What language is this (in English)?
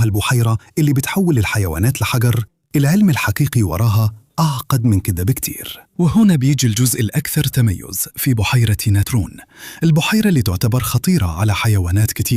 Egyptian Arabic